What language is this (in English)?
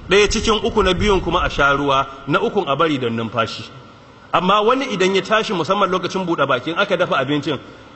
Hausa